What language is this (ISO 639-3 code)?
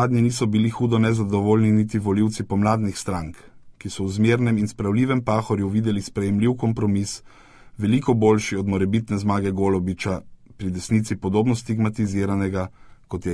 slv